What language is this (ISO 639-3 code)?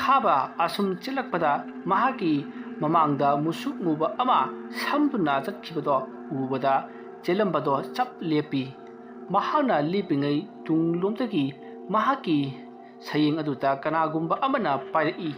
mni